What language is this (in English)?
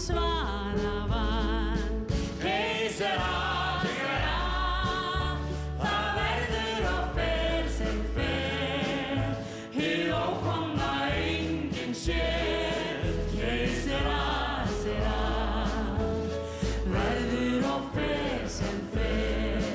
Icelandic